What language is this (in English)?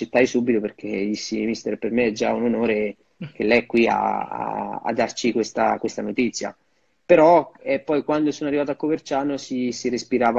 Italian